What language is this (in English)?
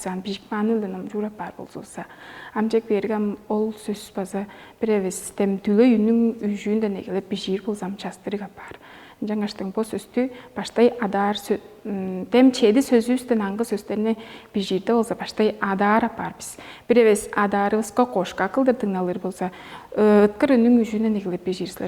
Tuvinian